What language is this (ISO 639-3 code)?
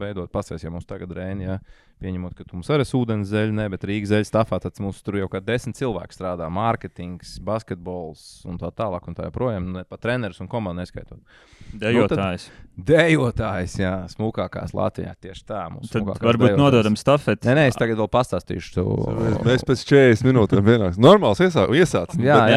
lav